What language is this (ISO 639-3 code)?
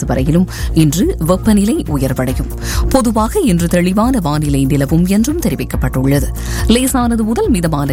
tam